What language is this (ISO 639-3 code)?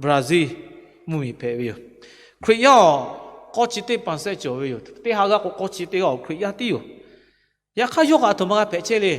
lhu